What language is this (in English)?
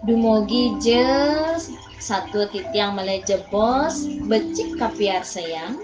Balinese